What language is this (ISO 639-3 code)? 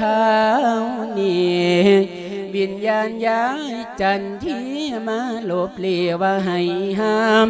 lao